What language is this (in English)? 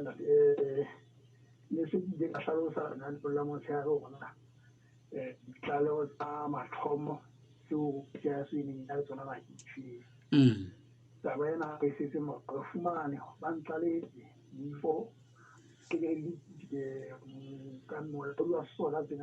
Southern Sotho